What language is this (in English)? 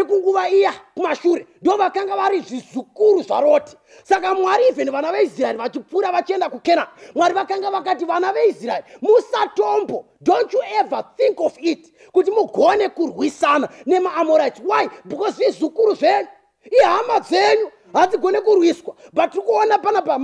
Shona